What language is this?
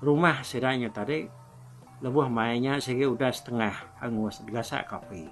Iban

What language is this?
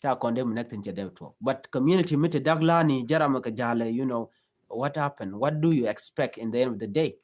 Nuer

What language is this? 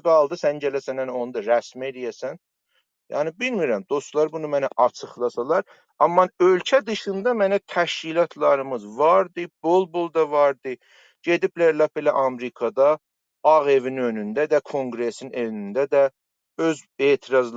South Azerbaijani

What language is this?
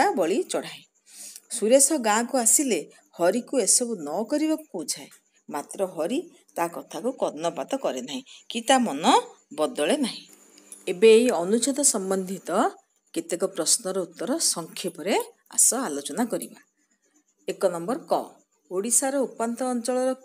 Odia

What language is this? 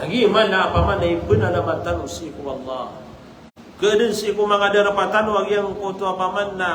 Maranao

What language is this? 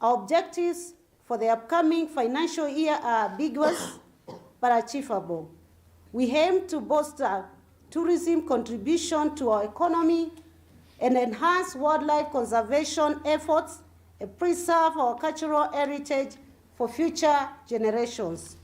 Kamba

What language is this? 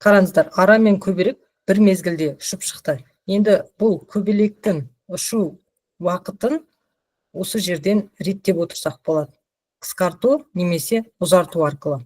Kazakh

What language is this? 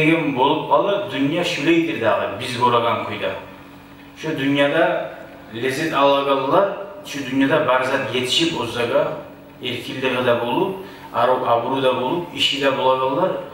Kumyk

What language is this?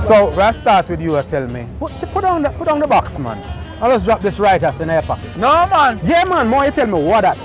Jamaican Creole English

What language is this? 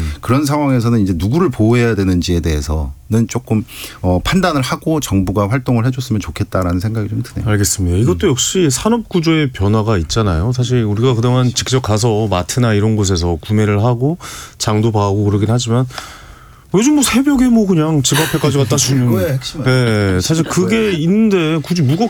Korean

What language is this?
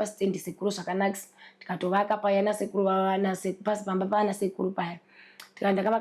Shona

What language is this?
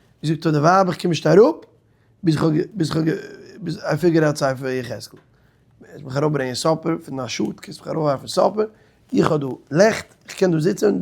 Yiddish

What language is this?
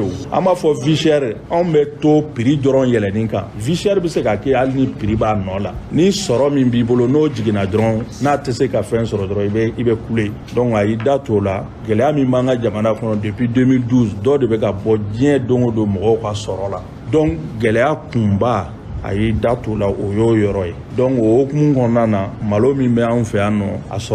Bambara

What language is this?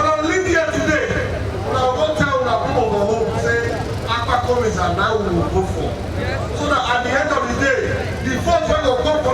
Nigerian Pidgin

